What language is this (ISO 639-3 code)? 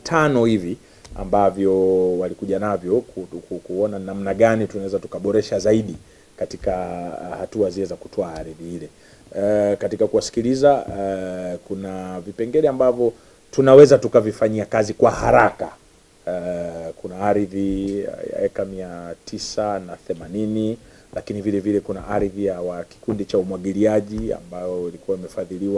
swa